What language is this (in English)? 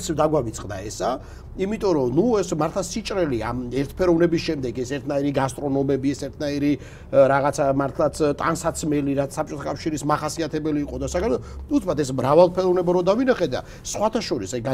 Georgian